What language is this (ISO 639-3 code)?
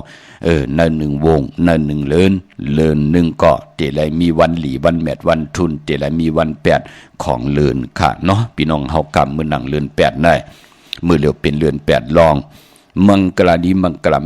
shn